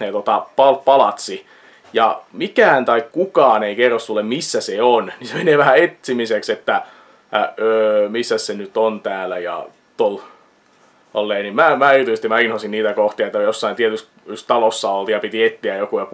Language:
Finnish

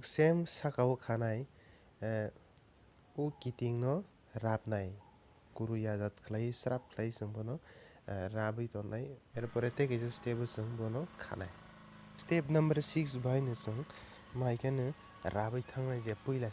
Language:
Kok Borok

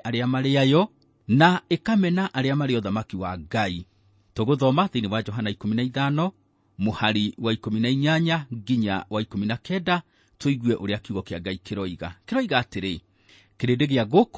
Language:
Kikuyu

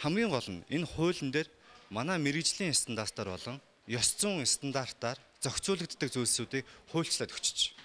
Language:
Mongolian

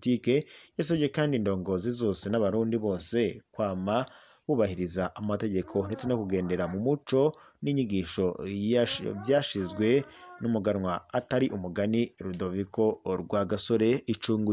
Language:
Rundi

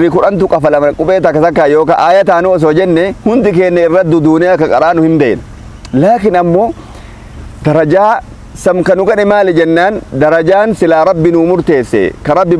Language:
Oromo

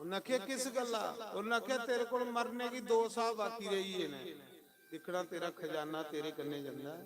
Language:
Dogri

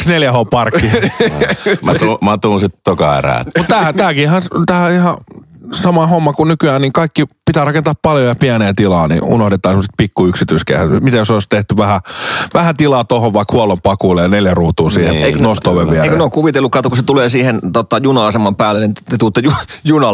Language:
Finnish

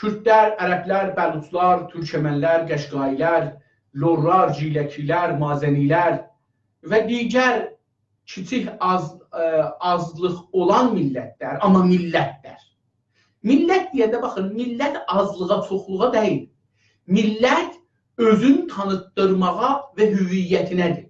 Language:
South Azerbaijani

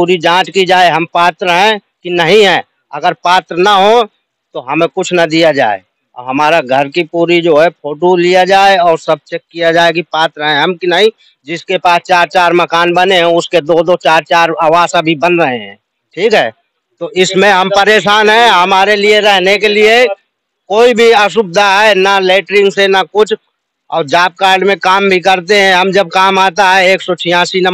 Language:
Hindi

